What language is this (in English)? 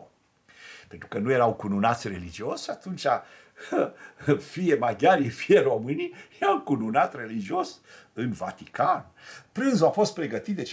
Romanian